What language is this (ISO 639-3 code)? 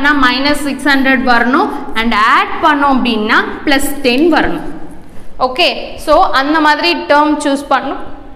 tam